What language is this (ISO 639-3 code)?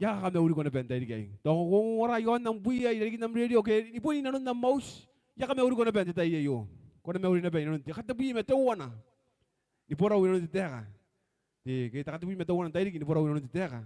gil